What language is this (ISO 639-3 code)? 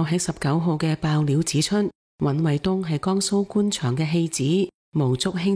yue